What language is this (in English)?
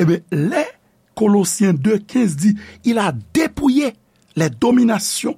Haitian Creole